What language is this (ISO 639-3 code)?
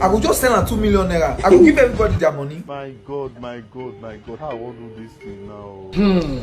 pcm